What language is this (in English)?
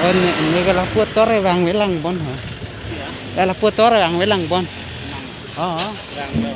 Karbi